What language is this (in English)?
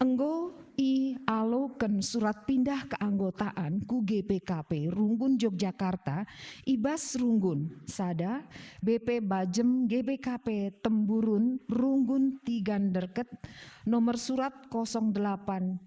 Batak Karo